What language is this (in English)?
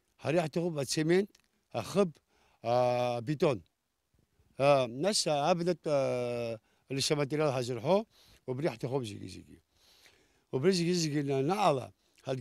Abkhazian